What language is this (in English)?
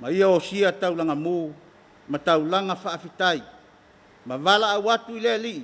Samoan